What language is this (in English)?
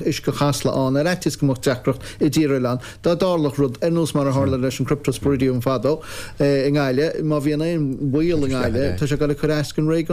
Irish